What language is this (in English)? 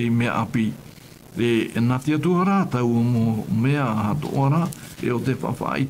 Tahitian